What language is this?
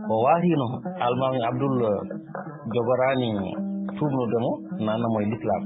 Fula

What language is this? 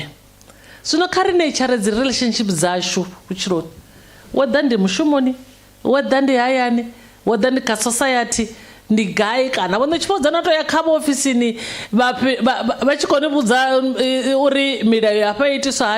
Venda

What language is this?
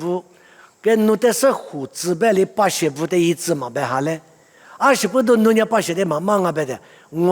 Lisu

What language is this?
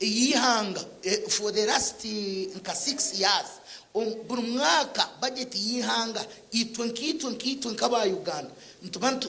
Nyankole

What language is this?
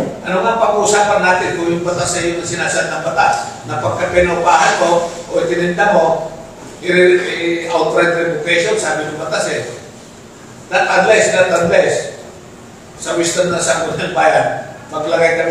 Filipino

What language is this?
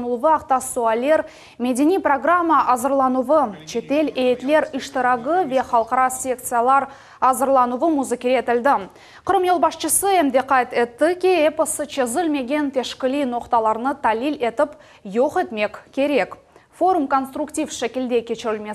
Crimean Tatar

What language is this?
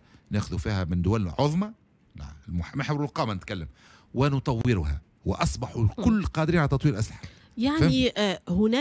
Tunisian Arabic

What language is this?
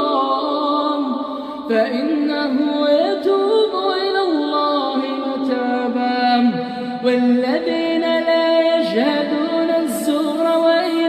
Arabic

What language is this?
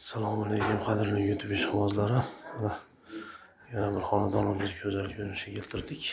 Uzbek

